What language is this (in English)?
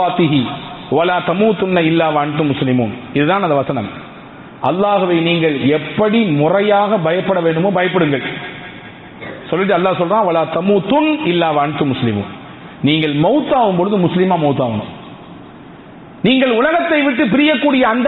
Tamil